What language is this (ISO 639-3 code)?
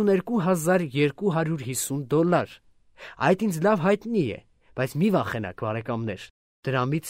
hye